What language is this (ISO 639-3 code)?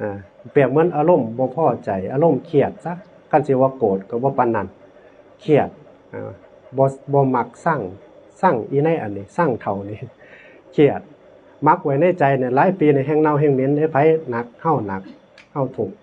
tts